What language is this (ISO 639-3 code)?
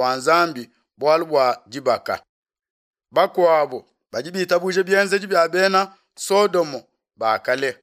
lua